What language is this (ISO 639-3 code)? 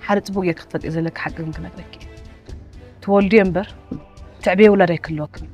tir